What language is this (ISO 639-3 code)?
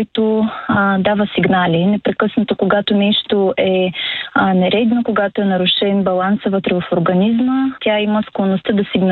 bul